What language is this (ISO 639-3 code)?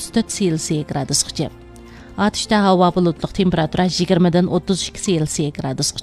uig